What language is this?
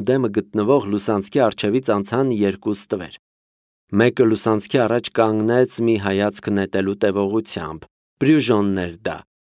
Armenian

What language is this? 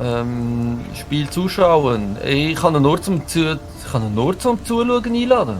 Swiss German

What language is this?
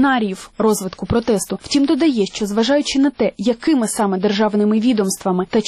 Ukrainian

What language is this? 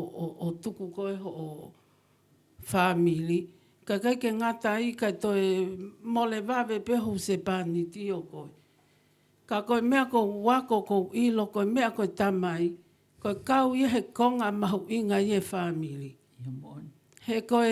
Tongan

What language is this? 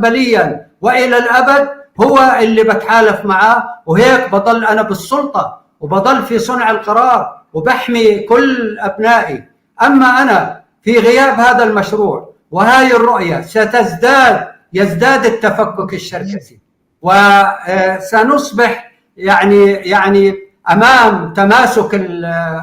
North Levantine Arabic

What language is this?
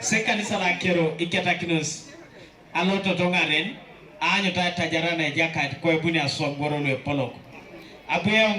Teso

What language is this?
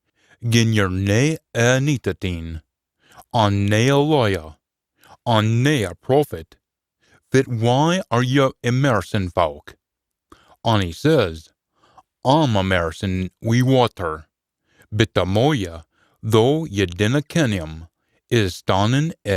Scots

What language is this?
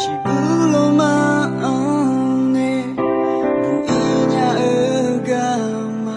Akha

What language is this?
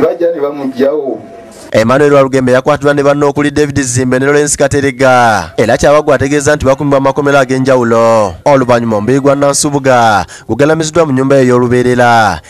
Ganda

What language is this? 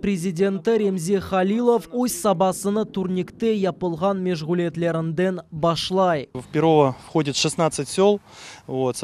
Crimean Tatar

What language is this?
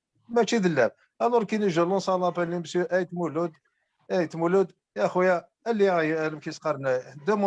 Kabyle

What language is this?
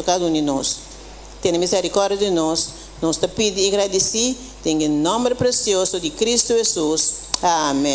Papiamento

